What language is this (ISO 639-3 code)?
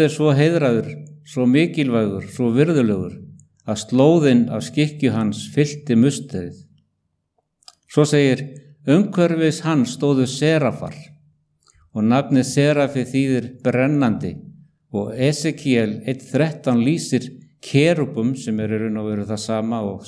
isl